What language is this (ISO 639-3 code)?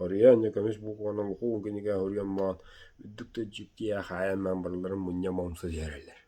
sah